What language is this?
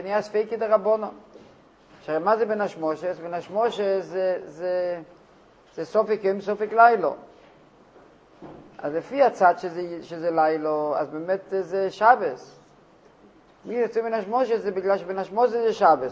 Hebrew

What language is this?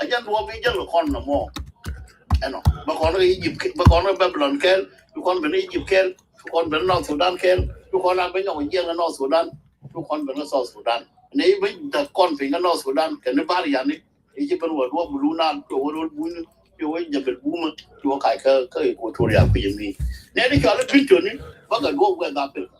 Nuer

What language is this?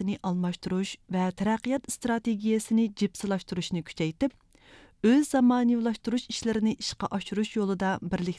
Uyghur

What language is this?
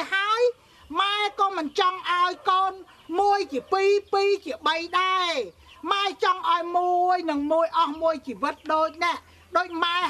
Khmer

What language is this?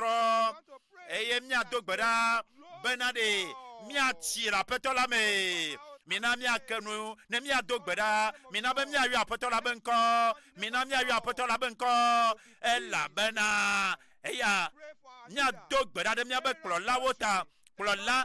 Ewe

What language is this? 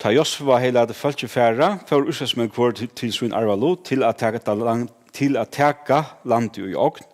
Faroese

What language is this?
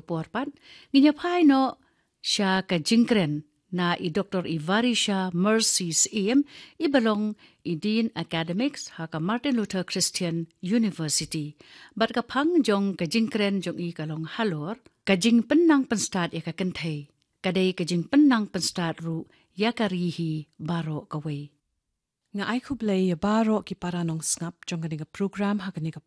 Khasi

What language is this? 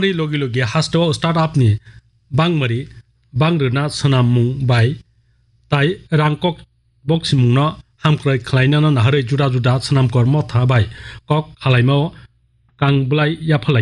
Kok Borok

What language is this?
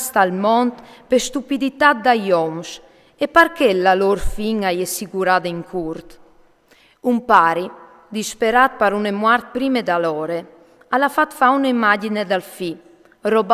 Friulian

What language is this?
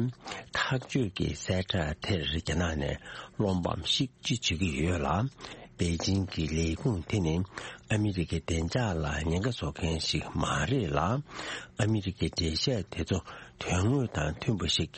Tibetan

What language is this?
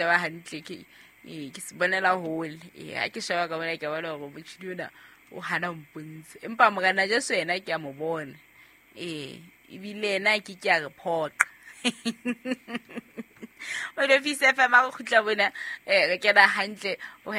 Southern Sotho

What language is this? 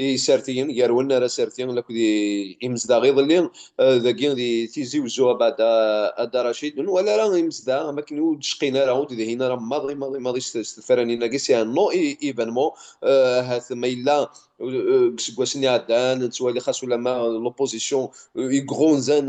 Kabyle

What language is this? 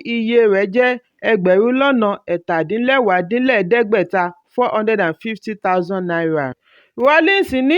Yoruba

